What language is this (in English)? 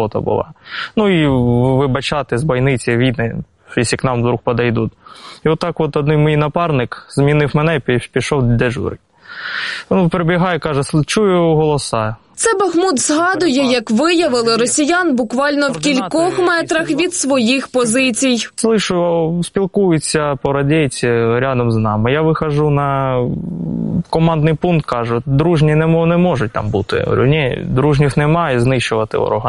Ukrainian